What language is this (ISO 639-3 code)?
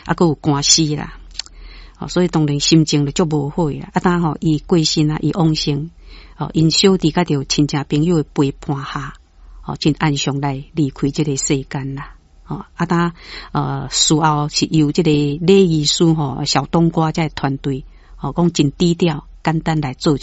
nan